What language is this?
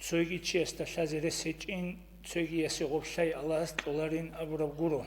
Avaric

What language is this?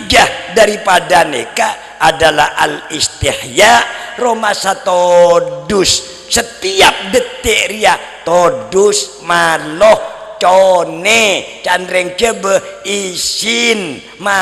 Madurese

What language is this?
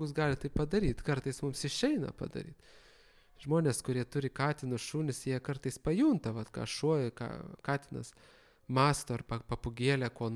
Lithuanian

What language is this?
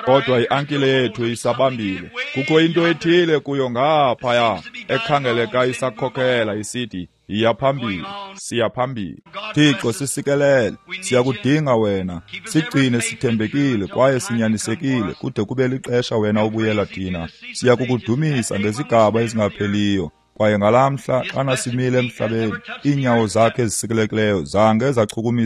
Xhosa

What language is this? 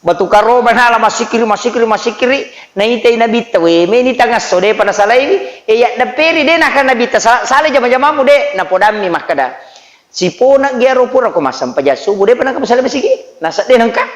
Buginese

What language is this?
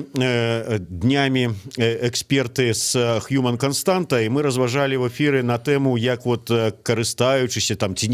Belarusian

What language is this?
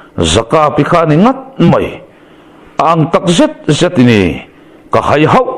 Mizo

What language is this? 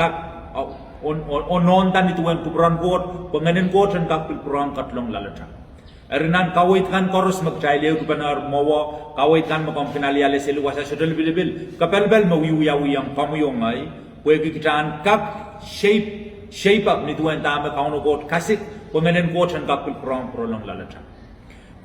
Pohnpeian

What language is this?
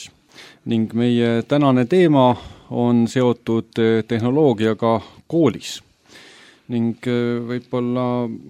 Estonian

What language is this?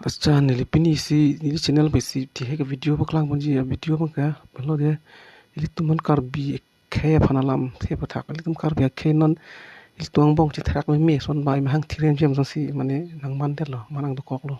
Karbi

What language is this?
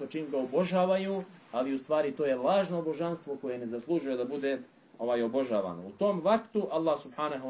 Bosnian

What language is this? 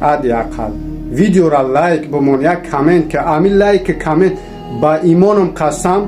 Tajik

